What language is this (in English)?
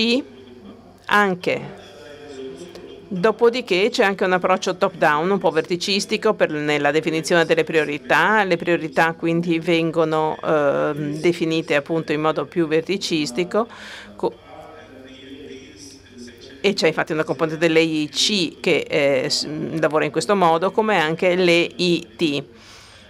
Italian